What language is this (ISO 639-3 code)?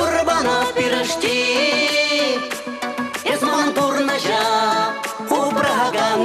chv